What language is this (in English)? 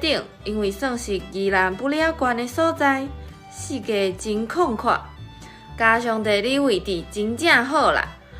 Min Nan Chinese